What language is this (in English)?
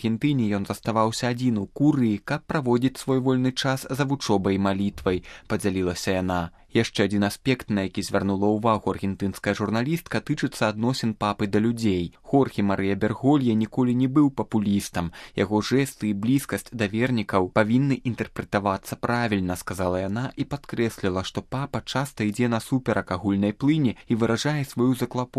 Belarusian